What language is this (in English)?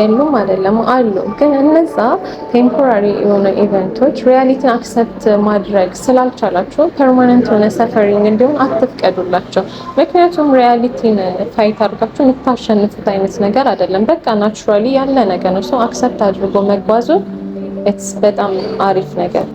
Amharic